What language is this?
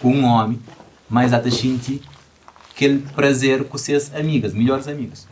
Kabuverdianu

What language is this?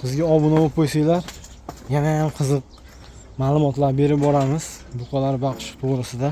Uzbek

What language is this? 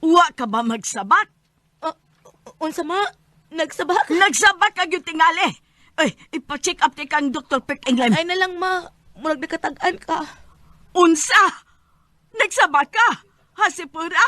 Cebuano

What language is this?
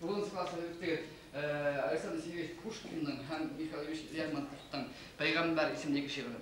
Bashkir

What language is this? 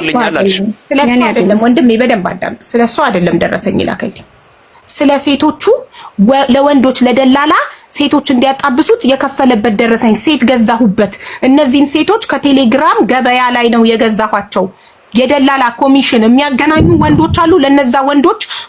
Amharic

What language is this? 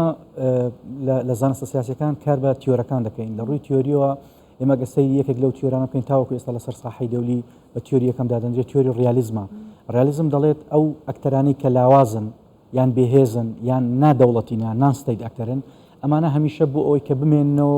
Central Kurdish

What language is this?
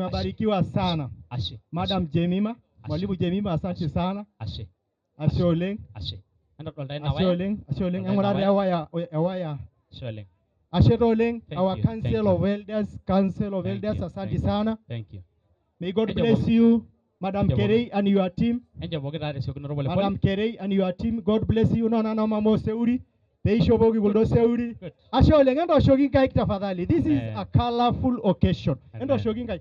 Masai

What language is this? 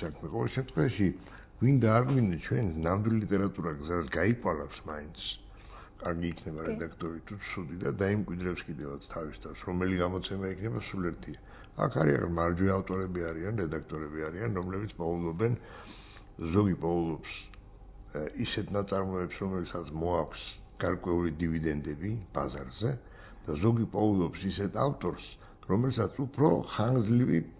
Georgian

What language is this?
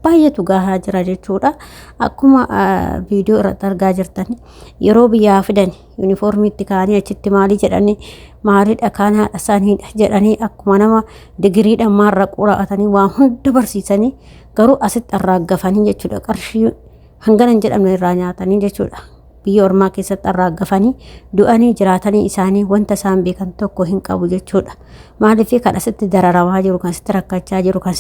Oromo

